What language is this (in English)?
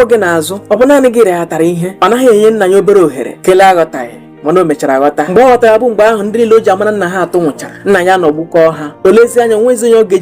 Igbo